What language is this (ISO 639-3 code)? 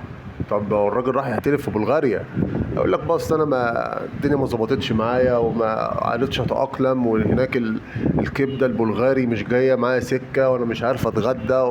arz